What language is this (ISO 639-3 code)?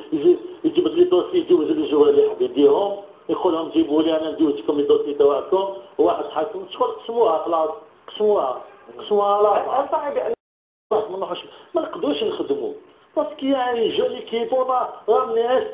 arq